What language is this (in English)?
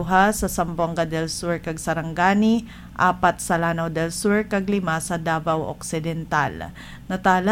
Hiligaynon